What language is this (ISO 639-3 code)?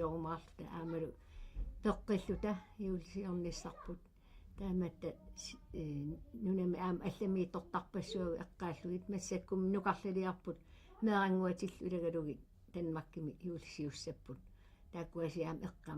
kal